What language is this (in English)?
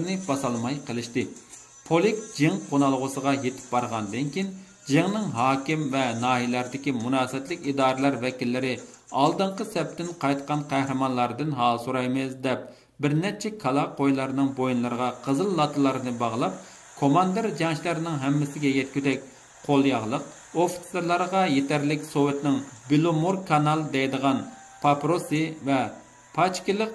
Uyghur